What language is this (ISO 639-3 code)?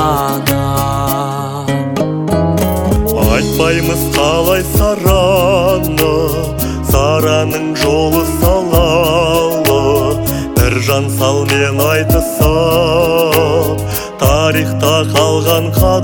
kaz